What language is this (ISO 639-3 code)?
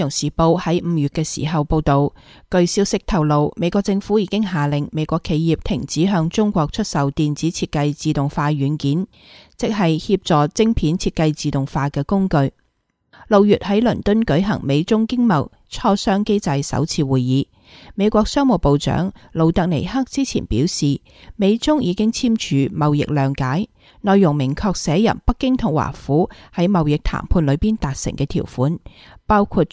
yue